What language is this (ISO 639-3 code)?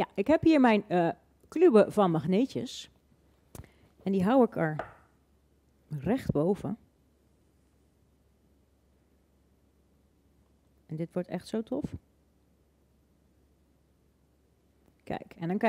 nld